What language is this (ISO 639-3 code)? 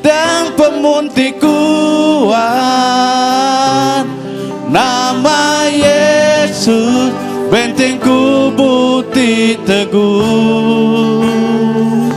iba